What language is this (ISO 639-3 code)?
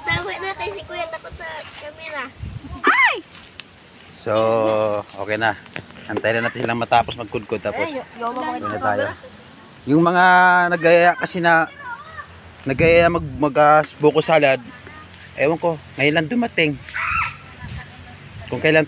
fil